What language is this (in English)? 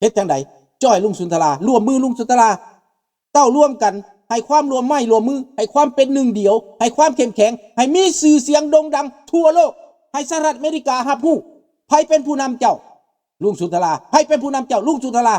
Lao